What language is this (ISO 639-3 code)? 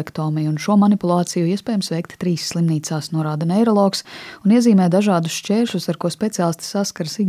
lav